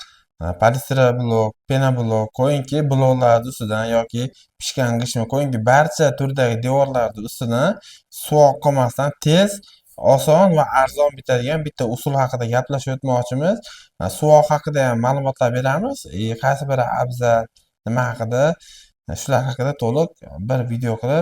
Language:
Uzbek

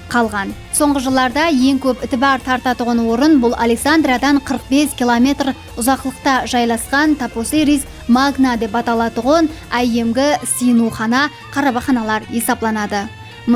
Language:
Kara-Kalpak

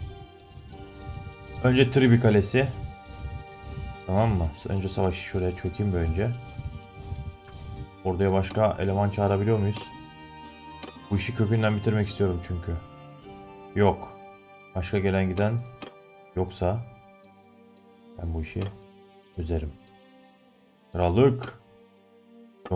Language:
Turkish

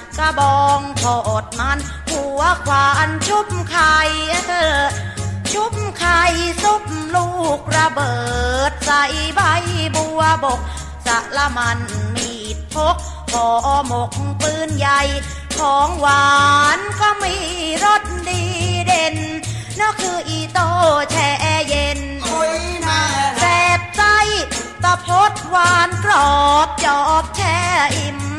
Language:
Thai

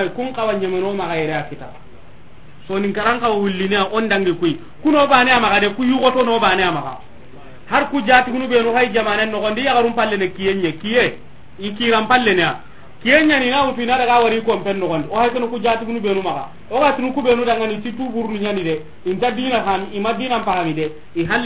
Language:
Soninke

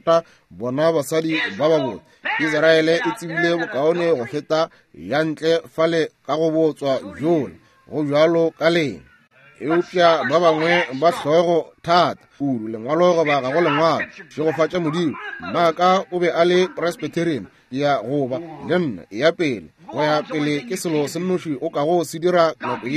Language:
Northern Sotho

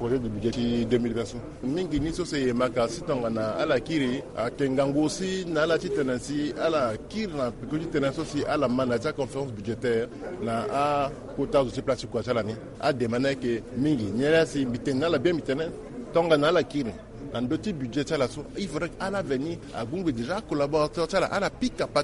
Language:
Sango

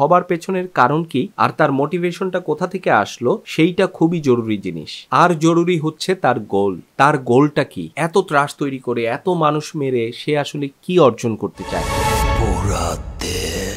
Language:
Bangla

